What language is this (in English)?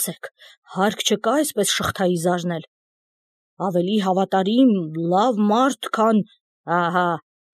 Armenian